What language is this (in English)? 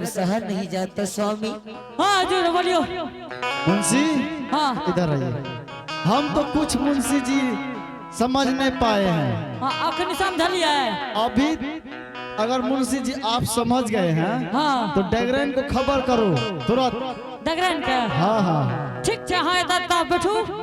Angika